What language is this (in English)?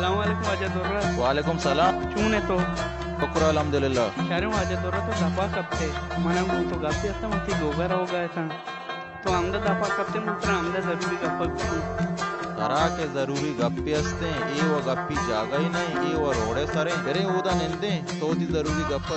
Baluchi